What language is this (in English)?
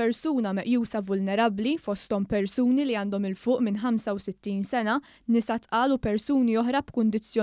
Maltese